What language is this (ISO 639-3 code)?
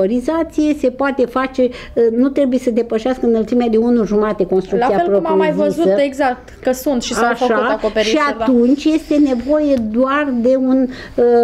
ron